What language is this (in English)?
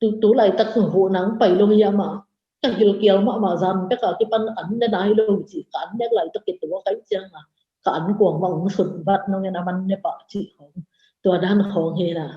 Tedim Chin